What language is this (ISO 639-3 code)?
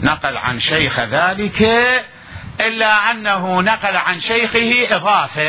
acm